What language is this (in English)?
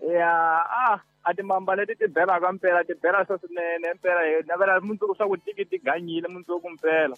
Tsonga